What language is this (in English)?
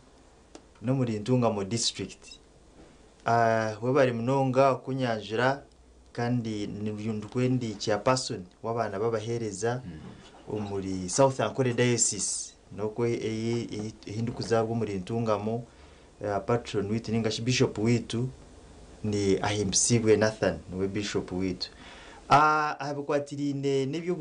Nyankole